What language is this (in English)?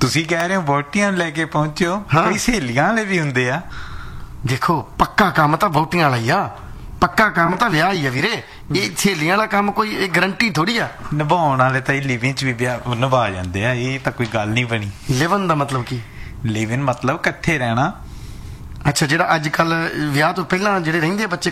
Punjabi